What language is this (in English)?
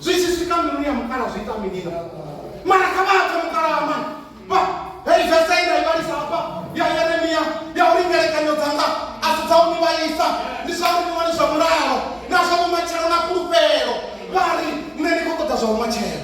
Venda